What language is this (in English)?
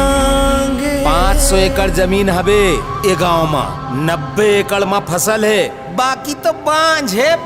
Chhattisgarhi